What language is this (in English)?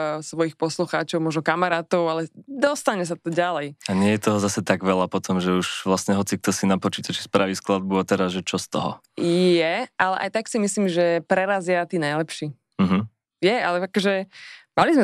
Slovak